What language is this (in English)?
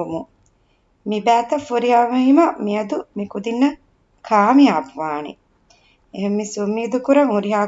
Divehi